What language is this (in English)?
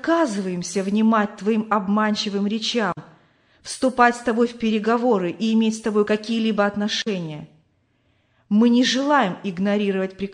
Russian